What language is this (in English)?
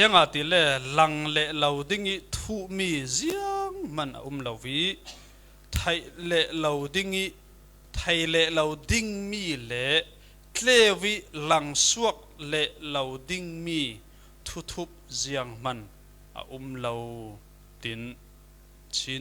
Falam Chin